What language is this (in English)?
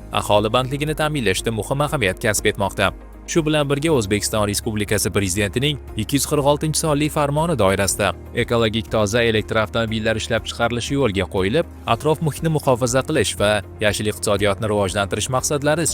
Uzbek